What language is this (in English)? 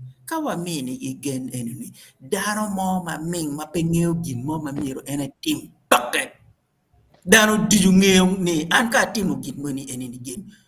Acoli